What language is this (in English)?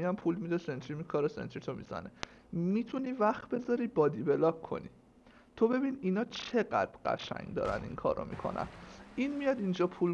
Persian